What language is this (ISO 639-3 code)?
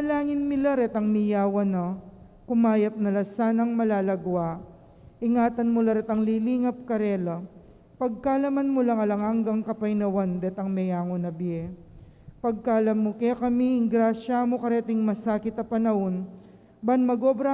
pam